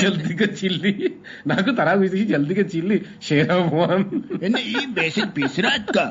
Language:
Eastern Balochi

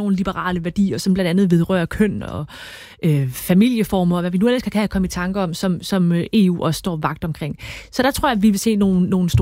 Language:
Danish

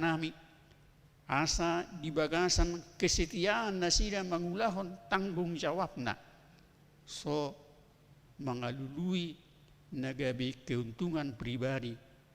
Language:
Batak Toba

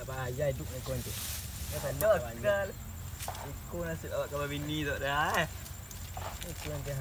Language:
Minangkabau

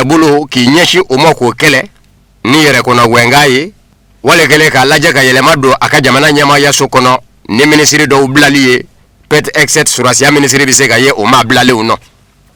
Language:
Bambara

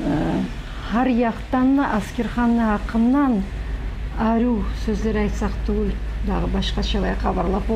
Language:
Kumyk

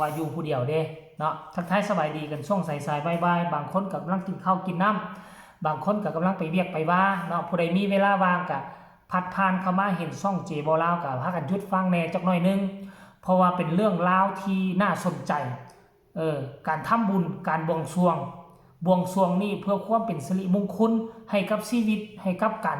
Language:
Lao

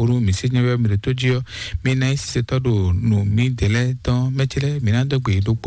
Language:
Fon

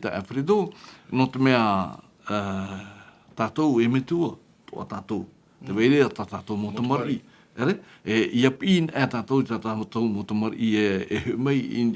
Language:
Tahitian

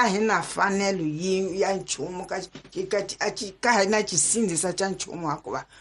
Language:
Tsonga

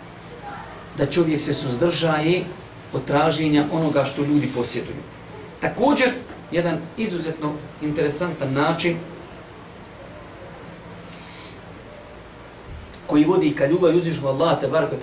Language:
Bosnian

